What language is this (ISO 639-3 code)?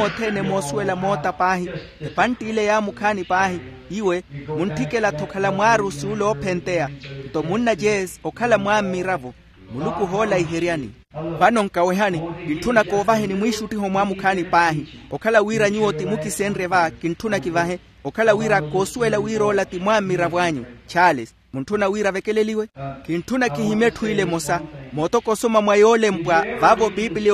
vmw